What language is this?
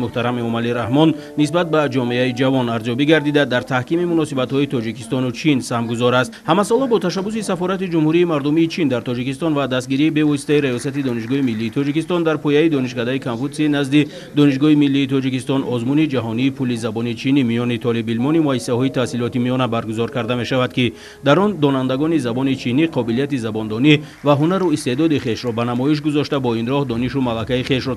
Tajik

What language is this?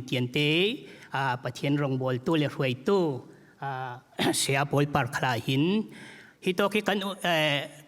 Falam Chin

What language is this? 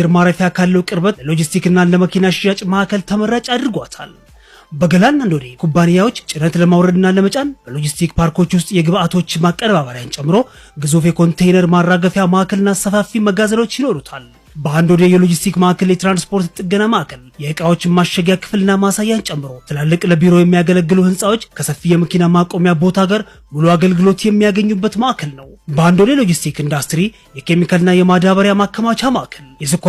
Amharic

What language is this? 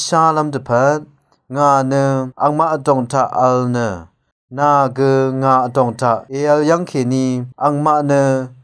Rawang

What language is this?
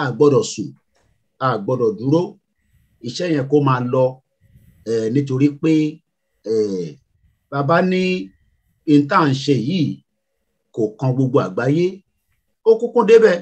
Yoruba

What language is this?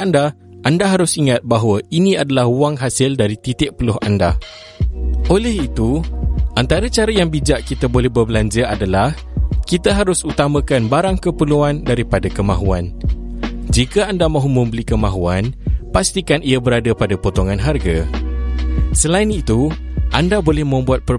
Malay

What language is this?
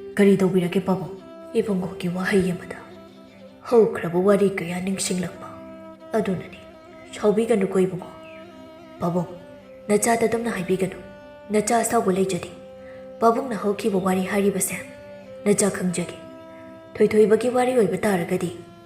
Manipuri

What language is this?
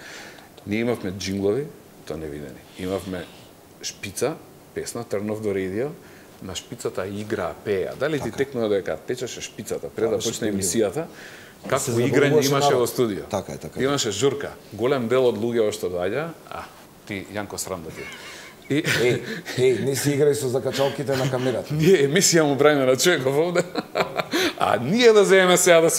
Macedonian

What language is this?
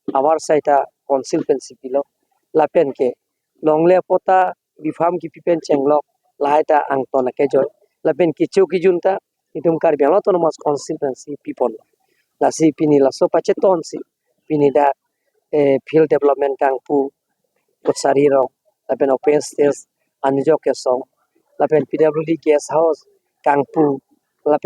Karbi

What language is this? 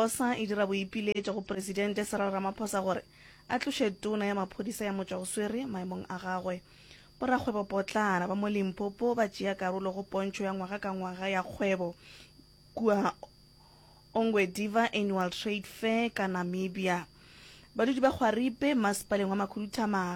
Northern Sotho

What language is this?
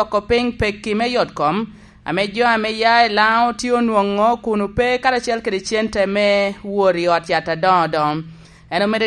Lango (Uganda)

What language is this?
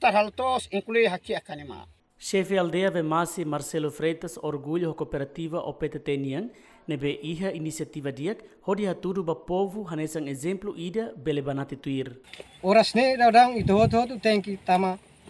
Tetum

